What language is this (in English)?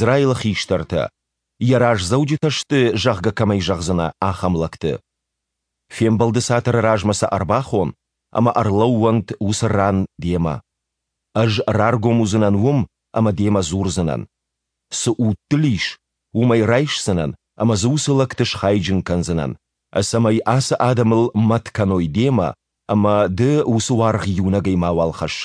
Ossetic